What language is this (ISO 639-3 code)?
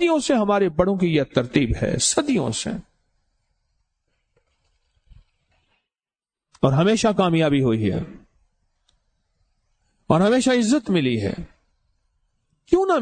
urd